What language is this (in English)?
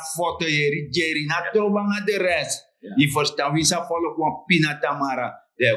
Sranan Tongo